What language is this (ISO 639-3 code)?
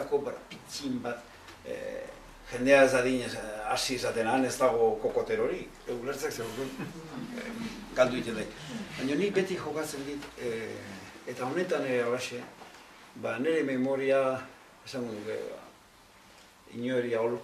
eus